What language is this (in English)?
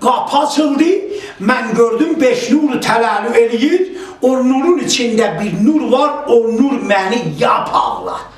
South Azerbaijani